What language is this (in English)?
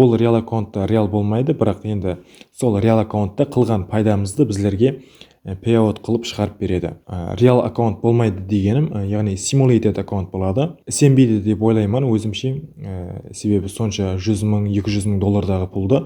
Kara-Kalpak